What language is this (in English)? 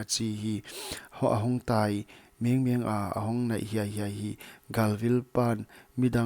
Paite Chin